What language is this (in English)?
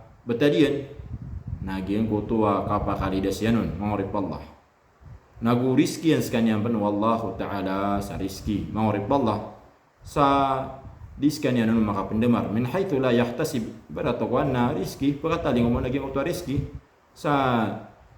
Maranao